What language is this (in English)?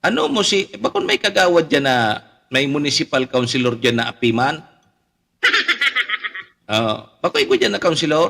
Bikol